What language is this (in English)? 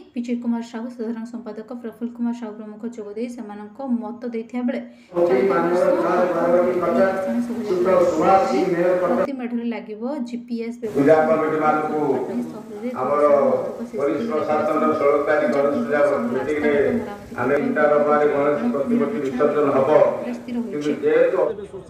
Odia